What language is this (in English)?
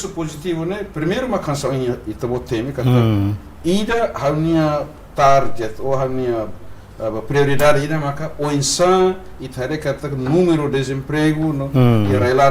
Tetum